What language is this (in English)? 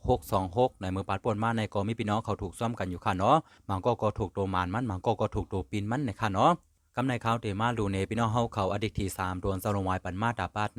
Shan